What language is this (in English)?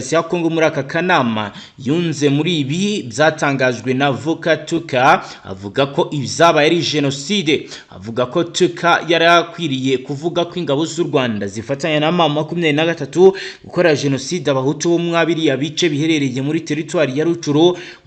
Kinyarwanda